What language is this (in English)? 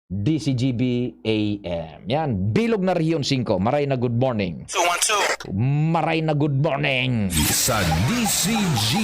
Bikol